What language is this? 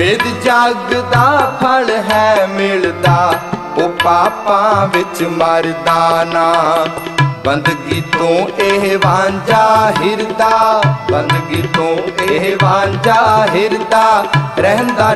Punjabi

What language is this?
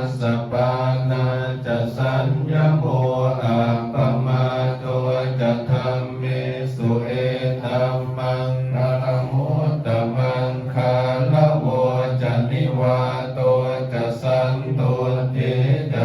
Pali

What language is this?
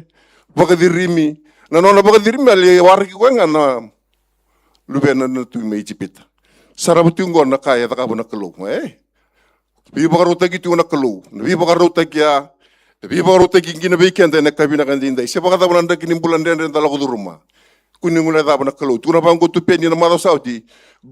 Fijian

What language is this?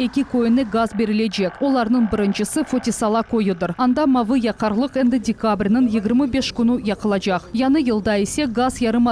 Crimean Tatar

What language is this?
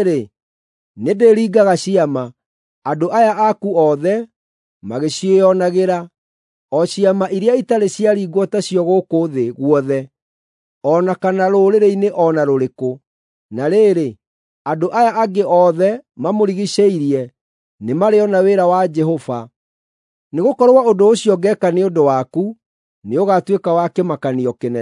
Kikuyu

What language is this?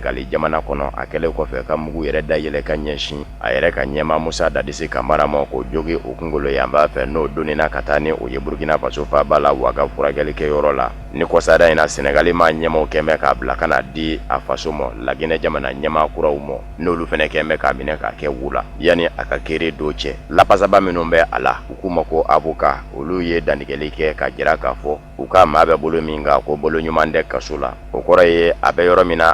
Bambara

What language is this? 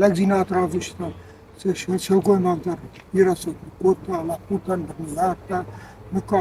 Ossetic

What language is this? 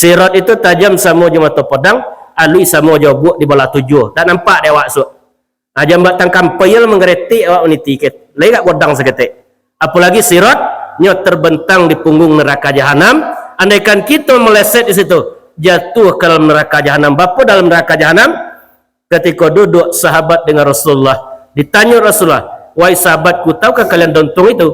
Minangkabau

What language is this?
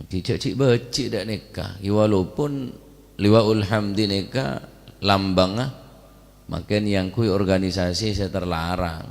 Madurese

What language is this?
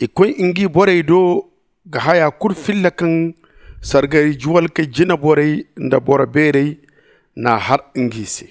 Zarma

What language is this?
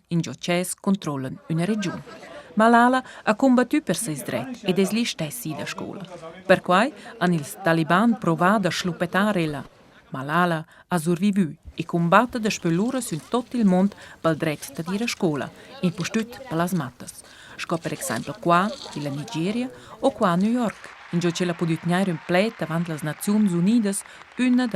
Romansh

